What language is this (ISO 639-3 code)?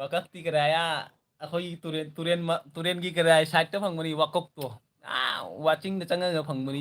mni